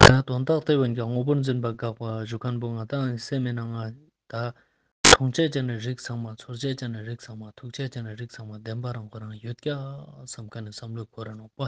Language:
Ladakhi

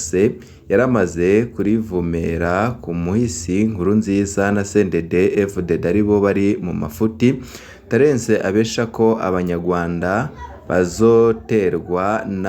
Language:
Rundi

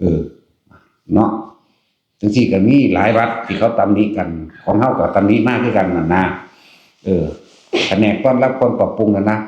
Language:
Northeastern Thai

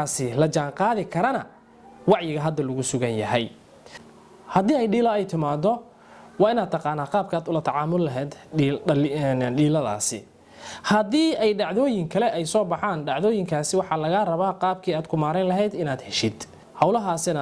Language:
Somali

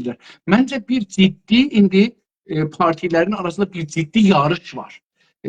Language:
South Azerbaijani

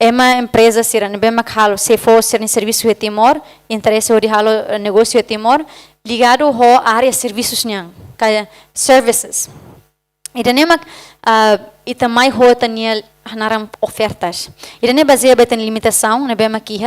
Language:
Tetum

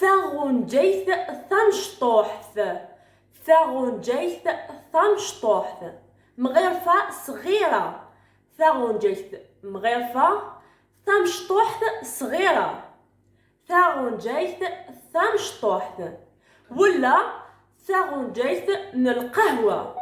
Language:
Algerian Arabic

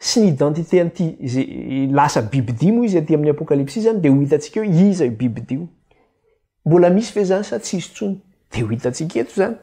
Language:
Malagasy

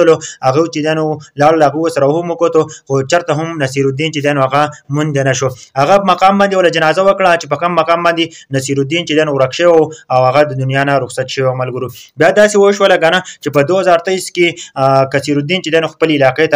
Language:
Pashto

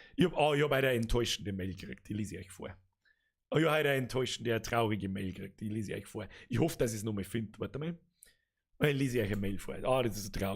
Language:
Bavarian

